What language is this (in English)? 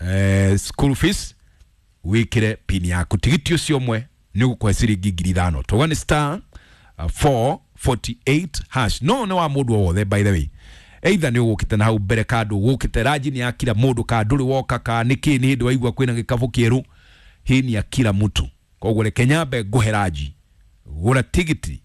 Kikuyu